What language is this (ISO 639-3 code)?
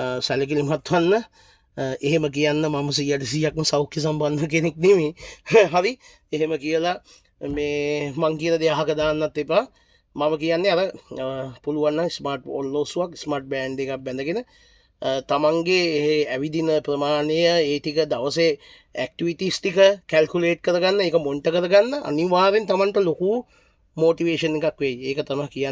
sin